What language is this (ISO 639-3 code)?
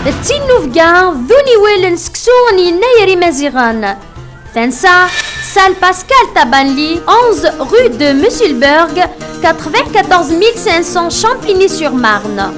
kab